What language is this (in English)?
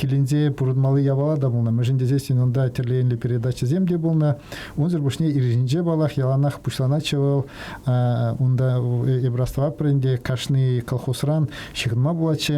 Chuvash